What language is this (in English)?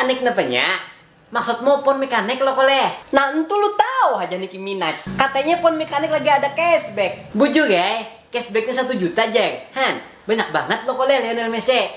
Banjar